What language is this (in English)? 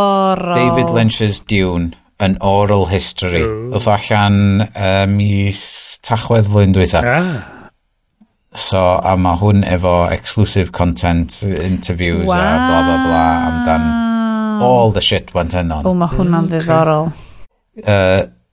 Welsh